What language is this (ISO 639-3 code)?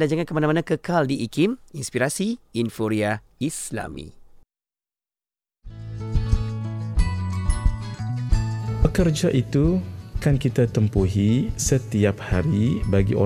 msa